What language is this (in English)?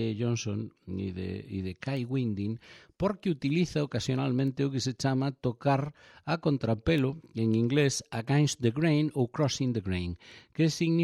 Galician